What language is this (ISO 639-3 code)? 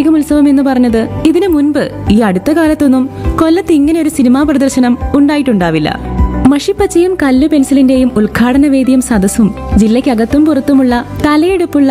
mal